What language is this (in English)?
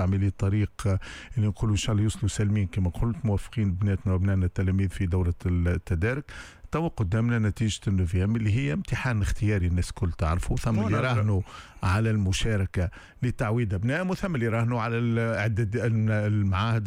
Tunisian Arabic